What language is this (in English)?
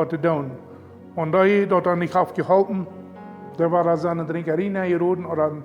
Plautdietsch